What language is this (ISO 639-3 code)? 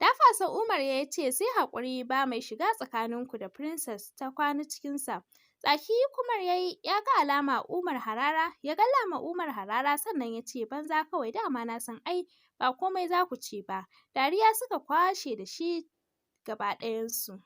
hau